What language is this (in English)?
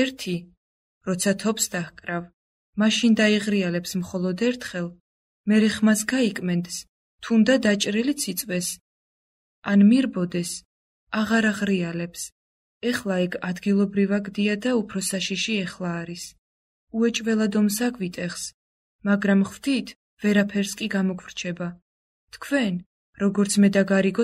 Georgian